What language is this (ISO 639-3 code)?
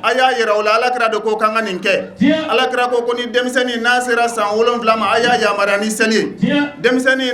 bam